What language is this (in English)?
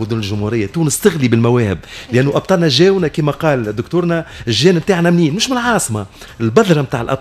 Tunisian Arabic